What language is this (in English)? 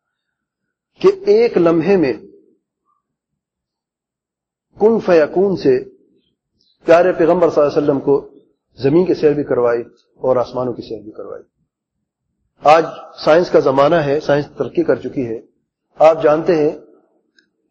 Urdu